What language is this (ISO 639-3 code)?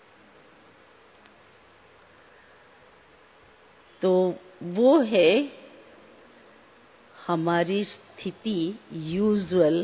hin